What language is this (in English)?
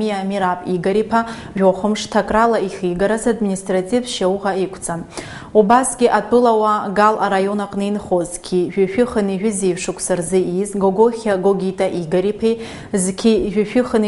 Abkhazian